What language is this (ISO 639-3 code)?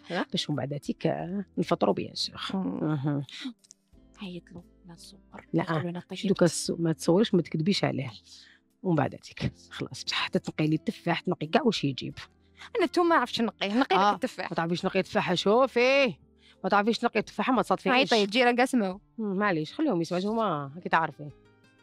arq